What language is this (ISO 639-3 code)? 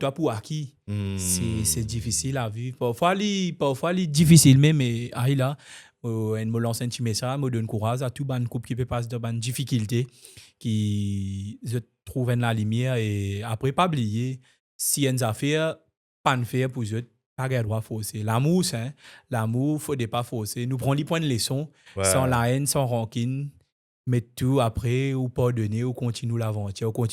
mfe